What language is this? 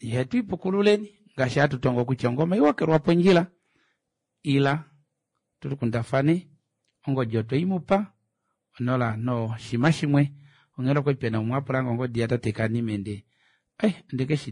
Kuanyama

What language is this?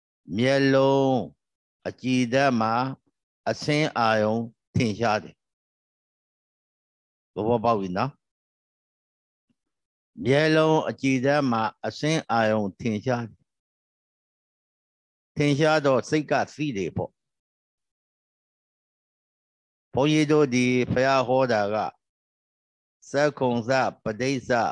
Burmese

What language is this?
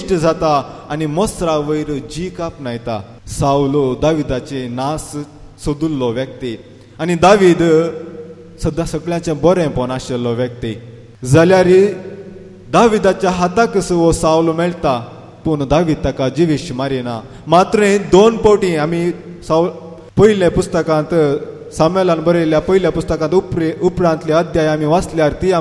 Konkani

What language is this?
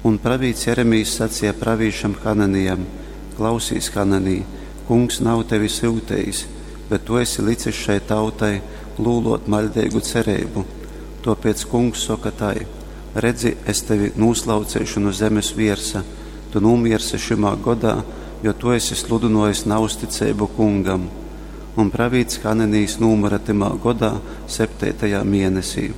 Latgalian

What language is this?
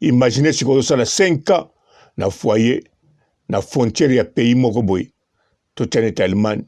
Lingala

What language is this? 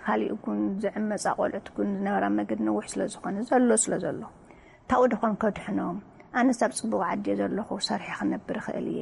Tigrinya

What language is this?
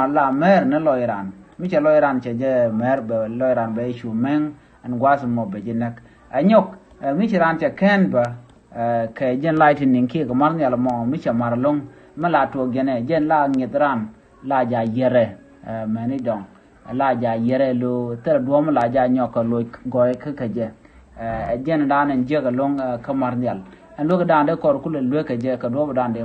Nuer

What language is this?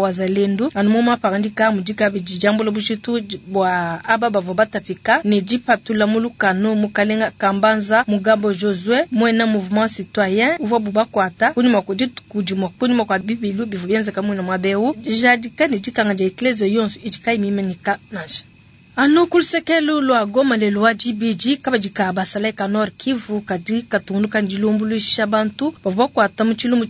Luba-Lulua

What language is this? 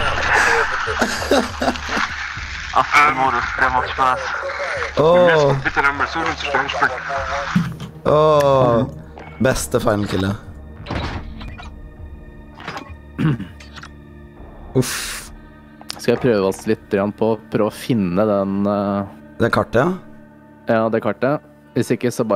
Norwegian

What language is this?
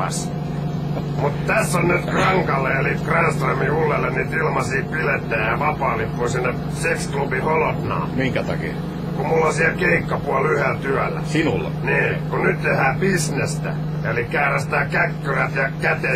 Finnish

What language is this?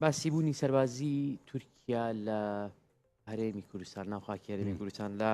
Central Kurdish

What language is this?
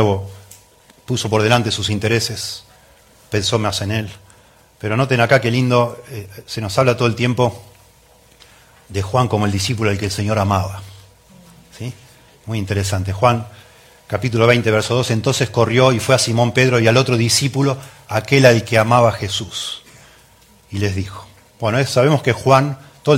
Spanish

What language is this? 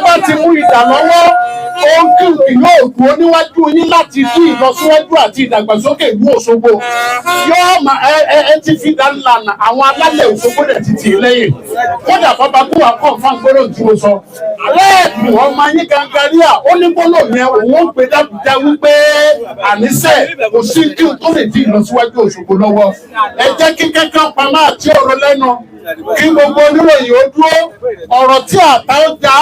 Yoruba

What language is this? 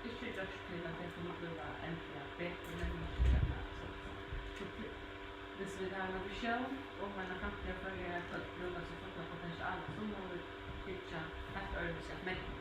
Faroese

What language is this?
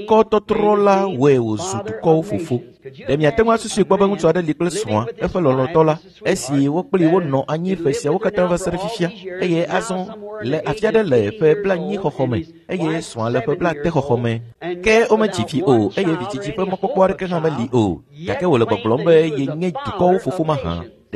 Ewe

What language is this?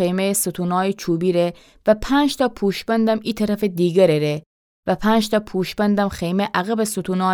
Gilaki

